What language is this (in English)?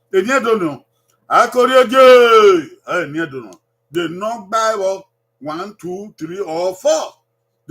Bini